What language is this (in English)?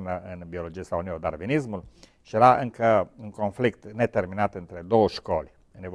Romanian